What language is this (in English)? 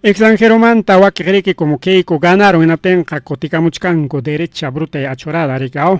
Ayacucho Quechua